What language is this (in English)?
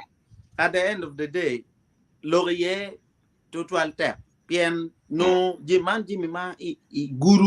Acoli